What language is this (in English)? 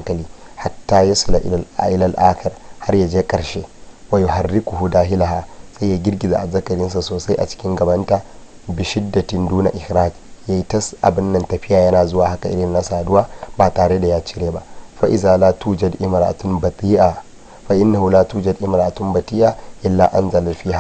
Hausa